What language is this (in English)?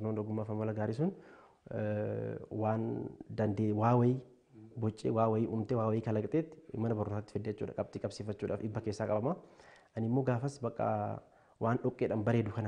Oromo